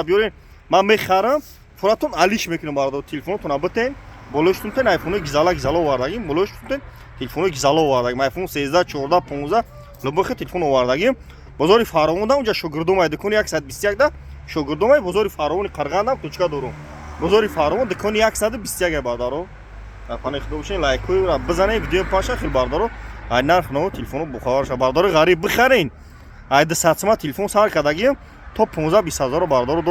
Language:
Tajik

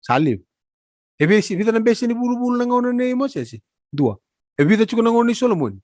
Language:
Fijian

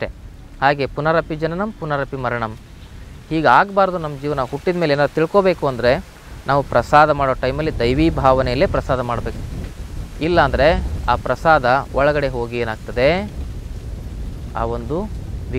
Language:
Kannada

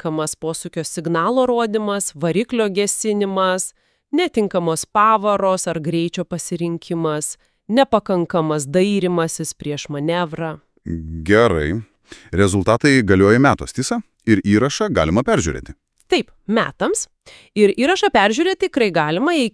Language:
Lithuanian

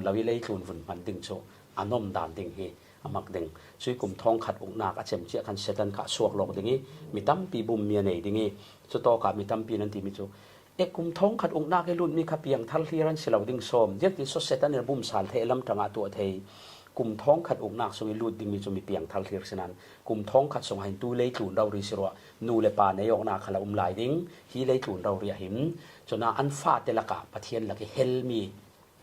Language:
Falam Chin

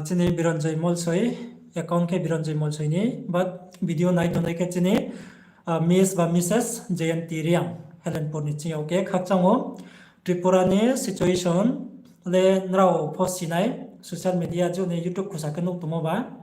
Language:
Riang (India)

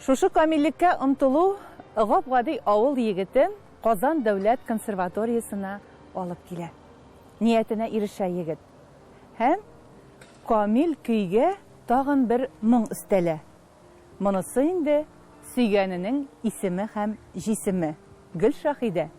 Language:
Tatar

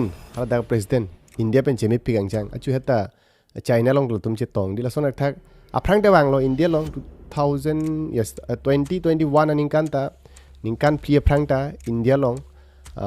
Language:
Karbi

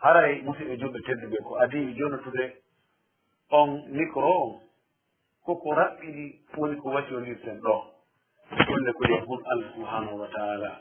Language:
Fula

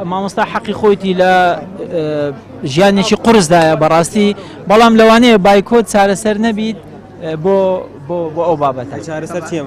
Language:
Central Kurdish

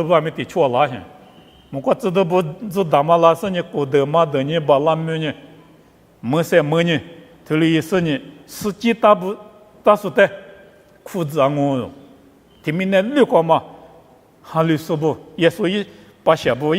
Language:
Lisu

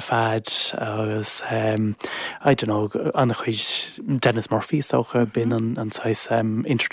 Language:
Irish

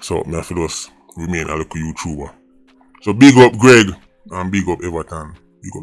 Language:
Jamaican Creole English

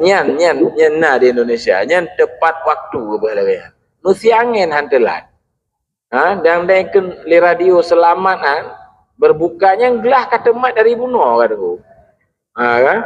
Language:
Achinese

